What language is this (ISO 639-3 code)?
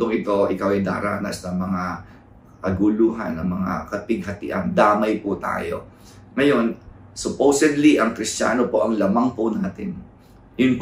fil